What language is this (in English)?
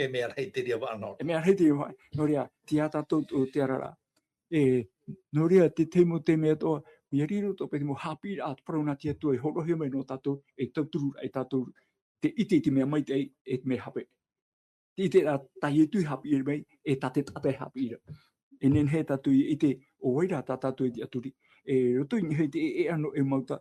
Tahitian